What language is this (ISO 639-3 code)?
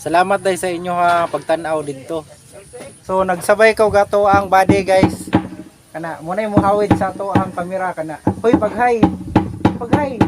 ceb